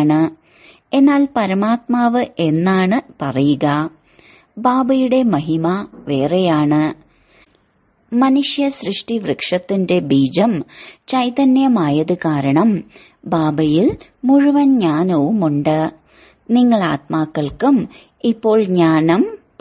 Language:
Malayalam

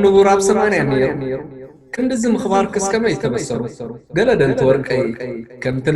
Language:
Tigrinya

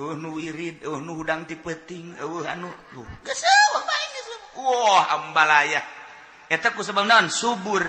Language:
Sundanese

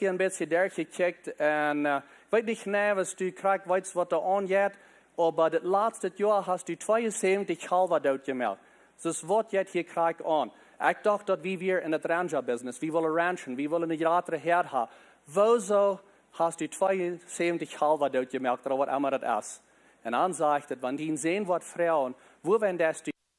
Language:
Plautdietsch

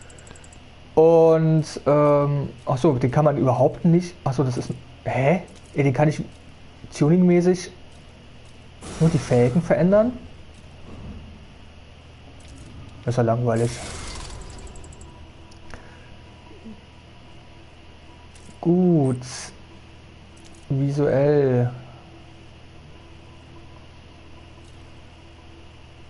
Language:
German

